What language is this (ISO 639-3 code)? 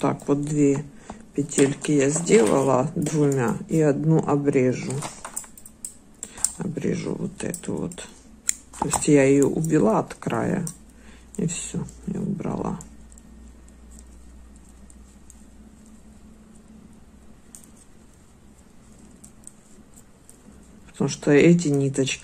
rus